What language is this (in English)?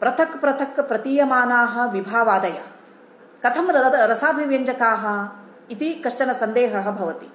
Sanskrit